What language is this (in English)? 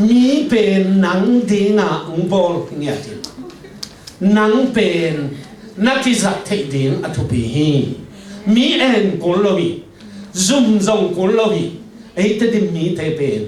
Tedim Chin